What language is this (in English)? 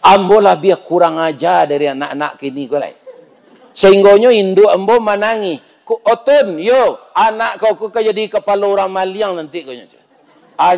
Minangkabau